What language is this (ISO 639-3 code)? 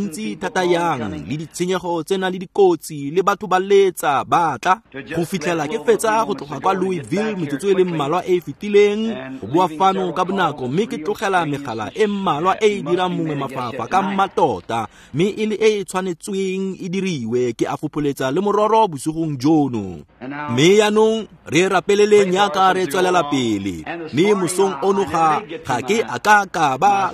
tsn